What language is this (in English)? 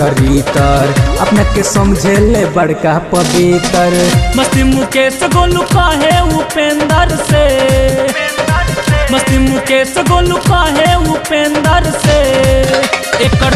Bhojpuri